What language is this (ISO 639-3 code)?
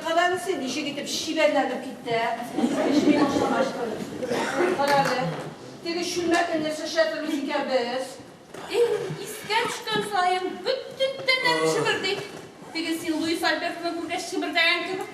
tat